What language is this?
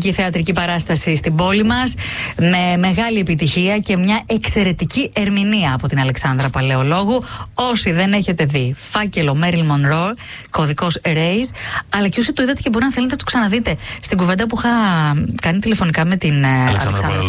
Greek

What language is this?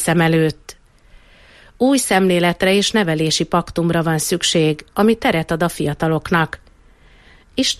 Hungarian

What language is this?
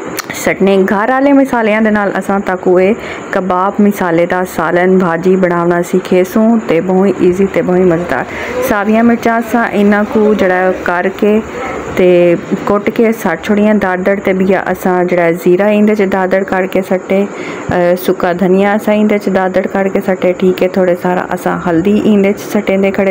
Saraiki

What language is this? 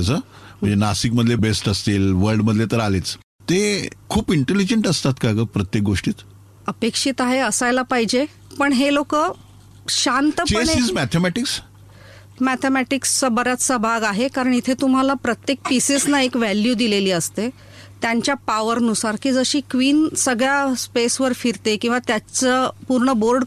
Marathi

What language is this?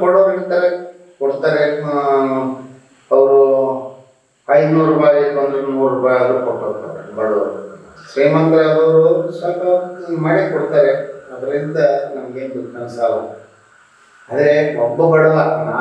Kannada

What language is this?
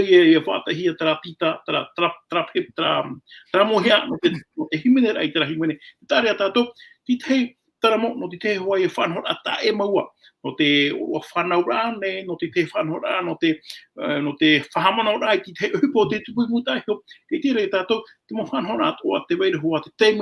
Tahitian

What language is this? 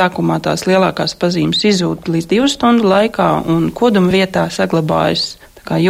Latvian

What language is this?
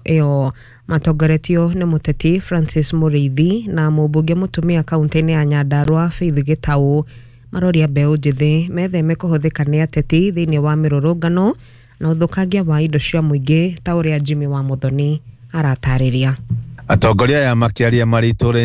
Kikuyu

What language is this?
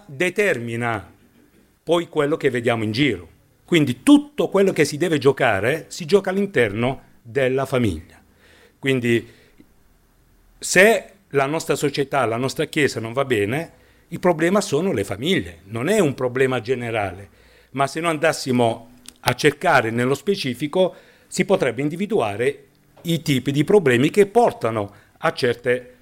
Italian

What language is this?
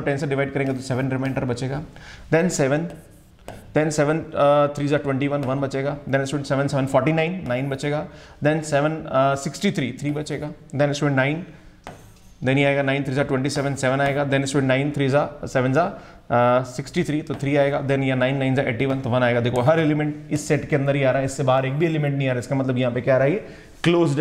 Hindi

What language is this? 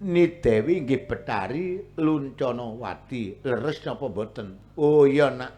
Javanese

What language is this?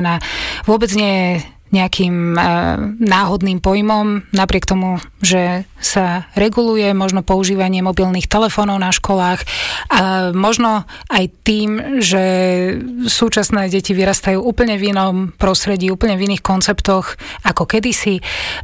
Slovak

